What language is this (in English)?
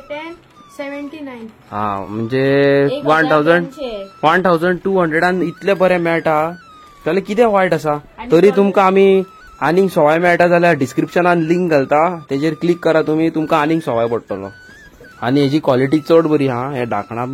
Konkani